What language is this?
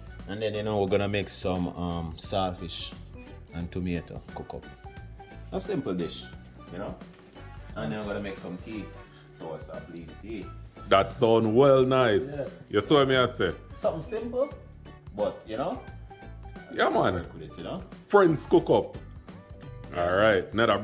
Jamaican Creole English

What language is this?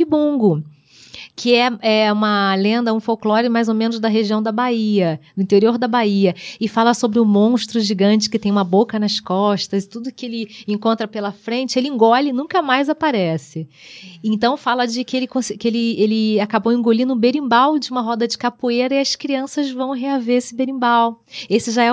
Portuguese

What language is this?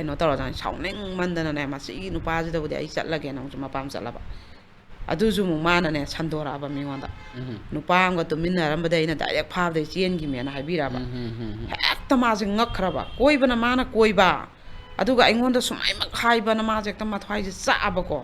Manipuri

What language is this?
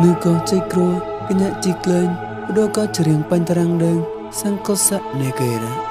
Mon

